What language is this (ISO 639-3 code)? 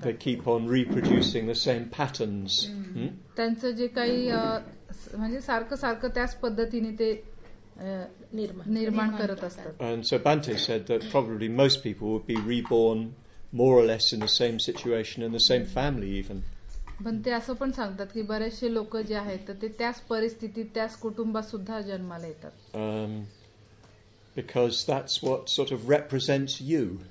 mar